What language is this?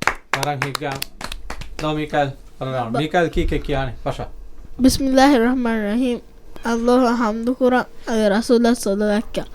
Divehi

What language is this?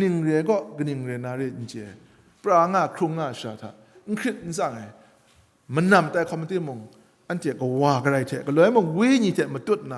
Kachin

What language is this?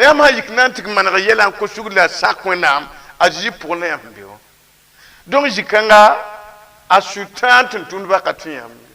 Mossi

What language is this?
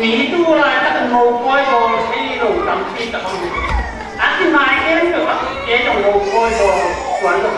Tedim Chin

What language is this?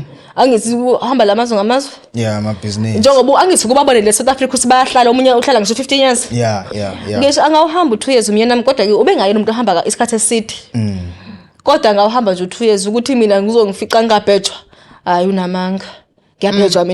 Zulu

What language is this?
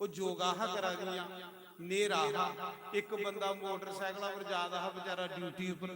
Dogri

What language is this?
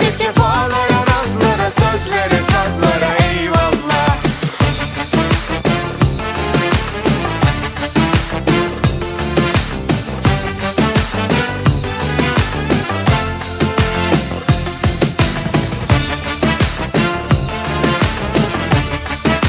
Turkish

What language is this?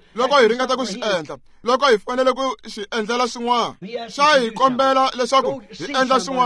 Tsonga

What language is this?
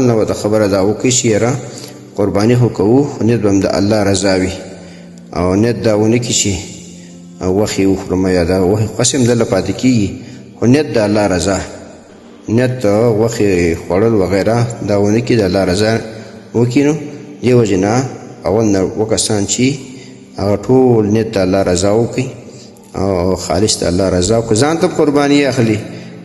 Pashto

